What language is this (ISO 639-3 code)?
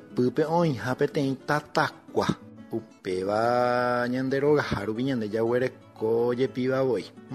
grn